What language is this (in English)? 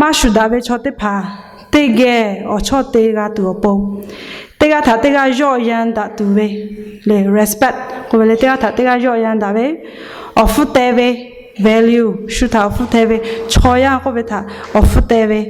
Lahu